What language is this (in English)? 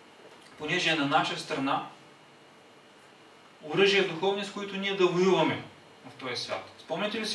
Bulgarian